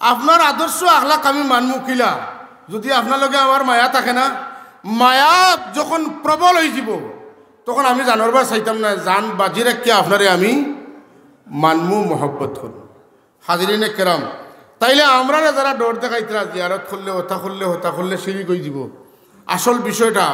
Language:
Sylheti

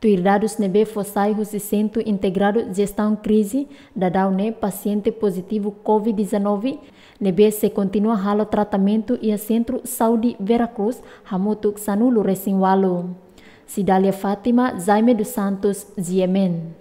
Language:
Tetum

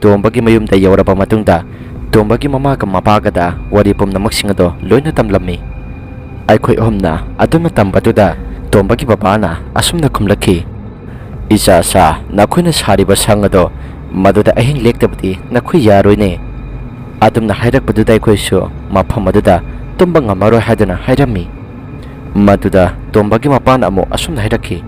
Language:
Manipuri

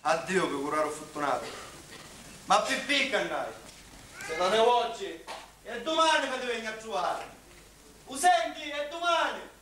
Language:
Sicilian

